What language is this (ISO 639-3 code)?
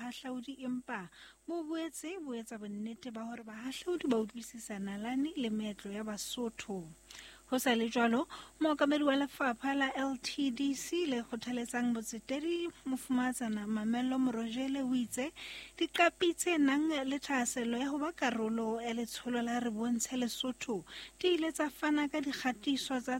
sot